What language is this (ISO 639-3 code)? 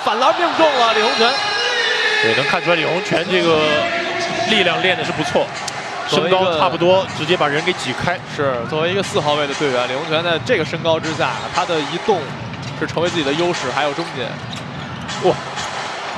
zho